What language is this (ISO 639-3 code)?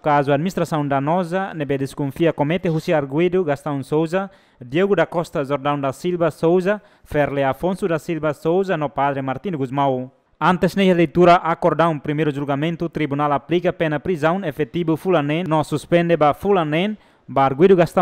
tet